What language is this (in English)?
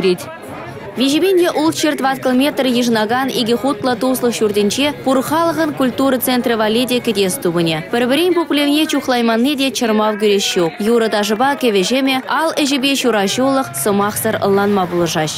Chuvash